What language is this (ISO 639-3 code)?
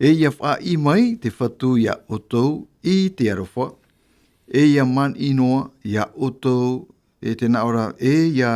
tah